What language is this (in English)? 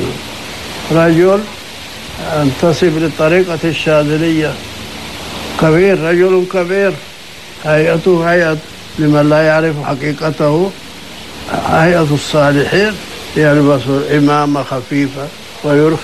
Arabic